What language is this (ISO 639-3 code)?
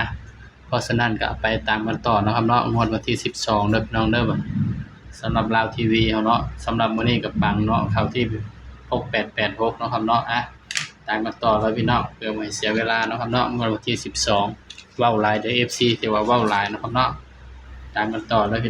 tts